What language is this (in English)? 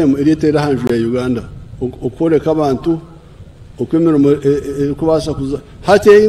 Nyankole